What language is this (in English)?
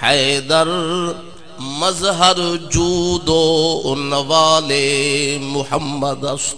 Saraiki